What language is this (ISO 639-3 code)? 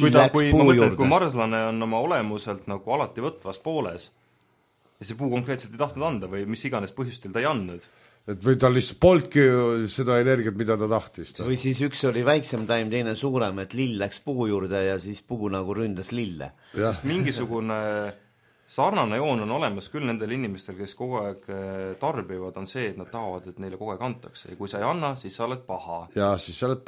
est